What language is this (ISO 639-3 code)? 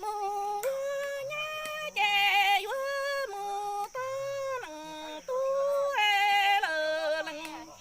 hmn